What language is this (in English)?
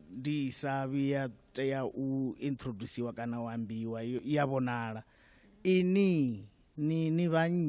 Venda